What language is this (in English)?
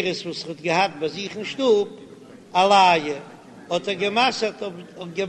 Yiddish